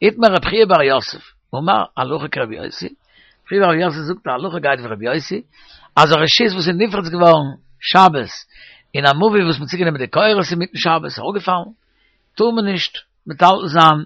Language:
Yiddish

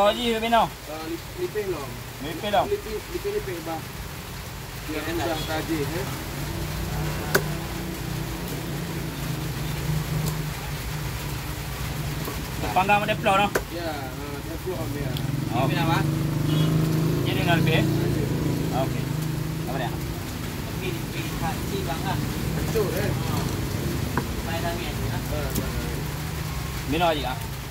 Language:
Malay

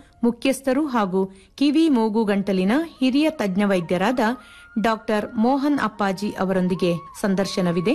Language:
Kannada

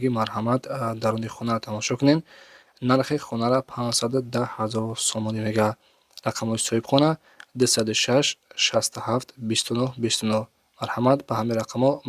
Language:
Tajik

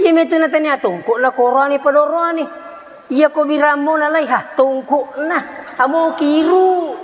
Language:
Buginese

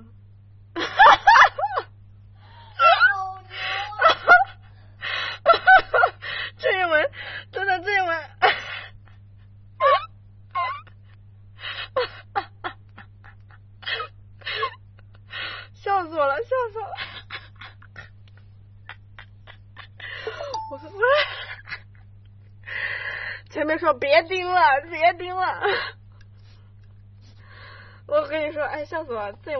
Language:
Chinese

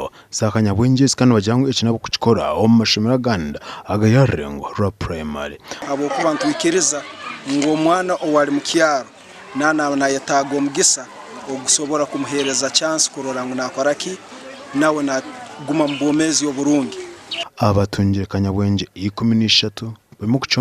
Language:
Nyankole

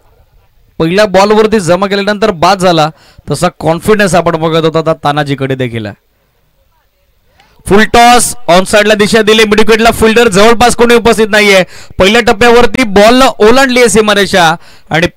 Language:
Marathi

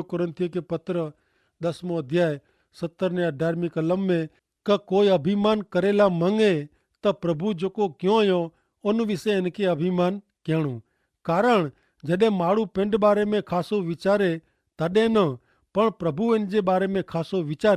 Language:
Kachhi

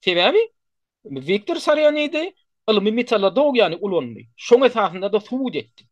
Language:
Turkmen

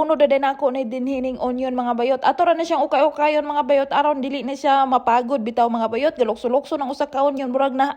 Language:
Cebuano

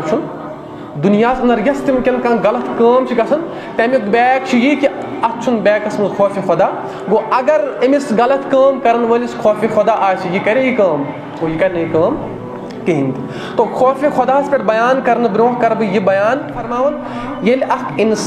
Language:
Kashmiri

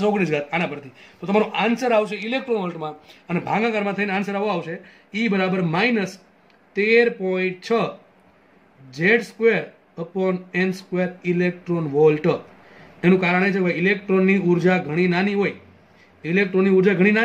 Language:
Gujarati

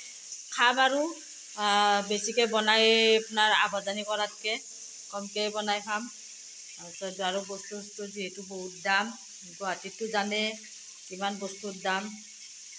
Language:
Assamese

